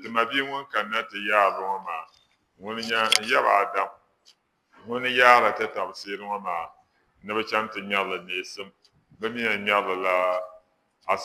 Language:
Dagbani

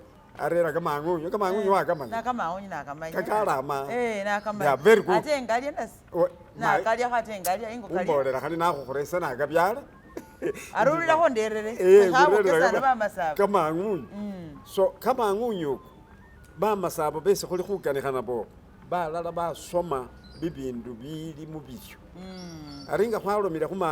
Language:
Masaaba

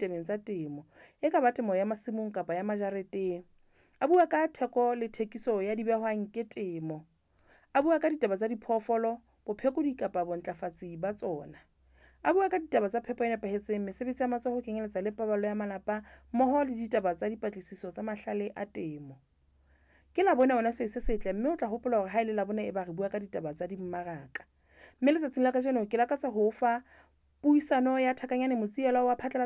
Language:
Southern Sotho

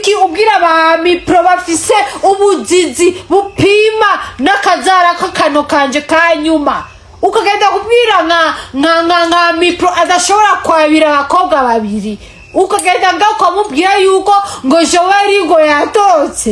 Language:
Rundi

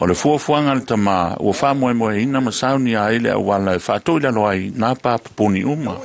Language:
Samoan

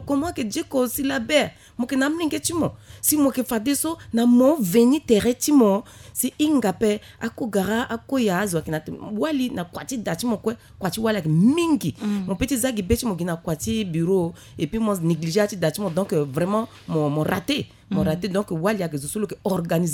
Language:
Sango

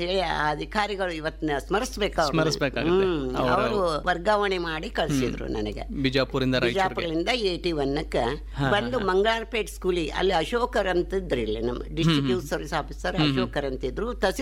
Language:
Kannada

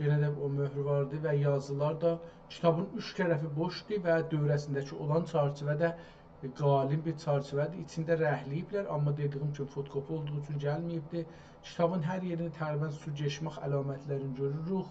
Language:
South Azerbaijani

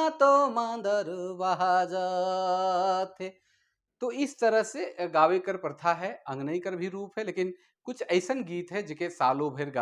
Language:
Sadri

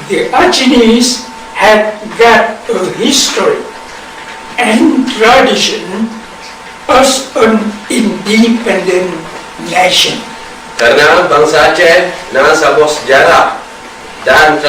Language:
Achinese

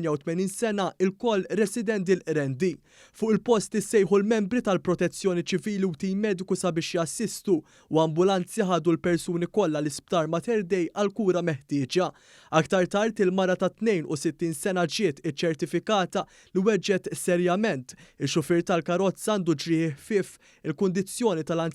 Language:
Maltese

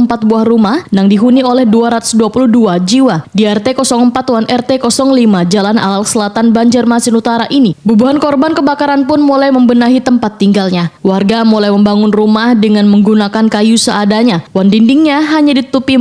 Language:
Banjar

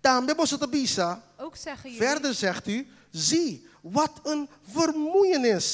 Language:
Papiamento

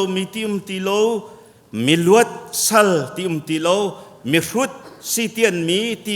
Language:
Hakha Chin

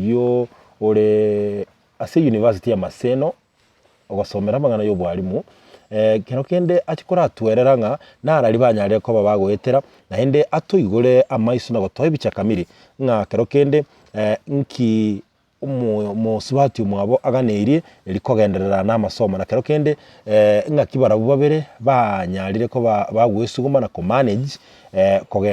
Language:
Gusii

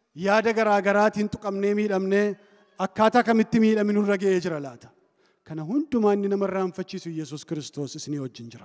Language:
Oromo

